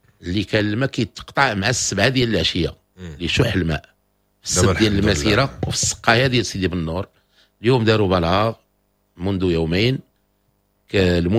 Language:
Moroccan Arabic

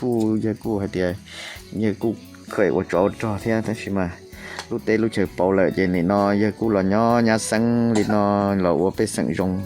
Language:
Hmong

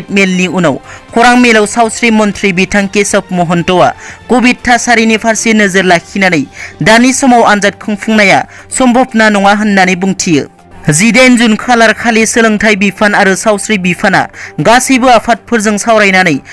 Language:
Bodo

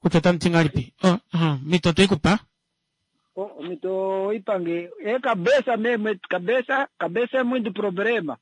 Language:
Kuanyama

